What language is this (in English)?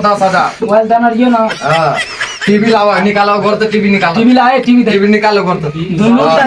Maithili